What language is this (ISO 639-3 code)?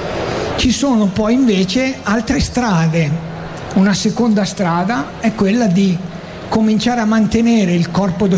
ita